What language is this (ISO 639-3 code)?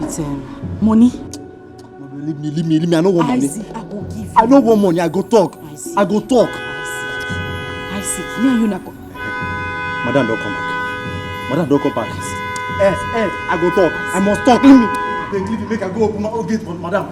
pcm